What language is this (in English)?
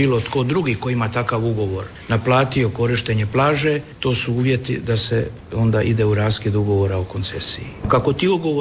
Croatian